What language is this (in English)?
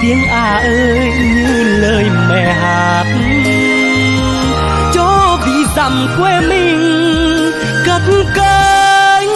Vietnamese